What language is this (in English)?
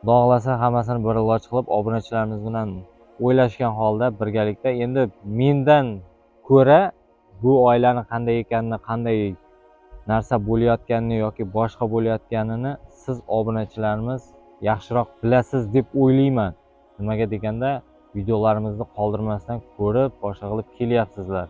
Uzbek